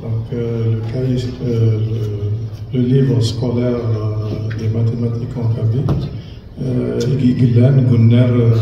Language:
Kabyle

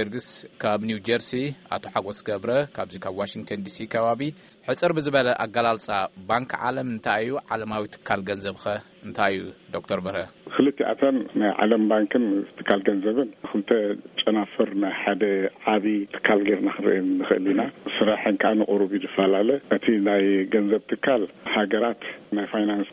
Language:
Tigrinya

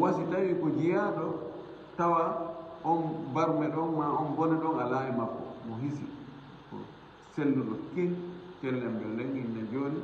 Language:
Fula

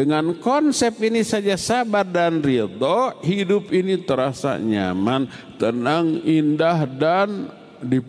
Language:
Indonesian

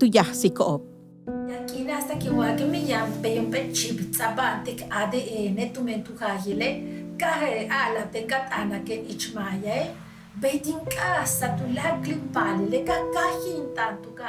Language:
Yucateco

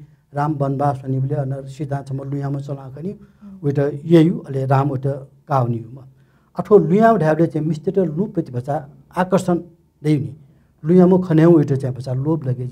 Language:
Newari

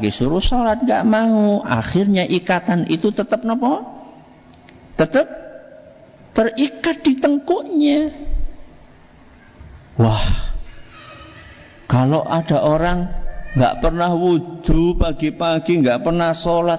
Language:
Indonesian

